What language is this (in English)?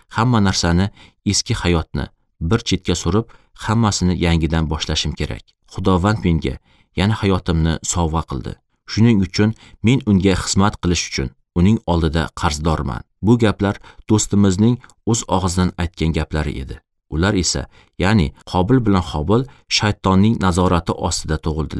Uzbek